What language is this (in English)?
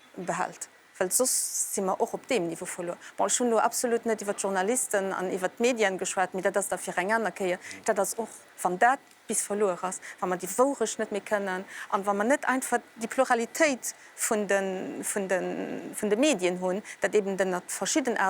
Luxembourgish